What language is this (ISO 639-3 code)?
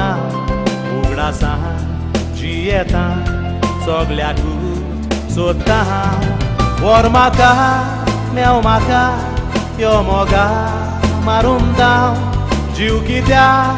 kok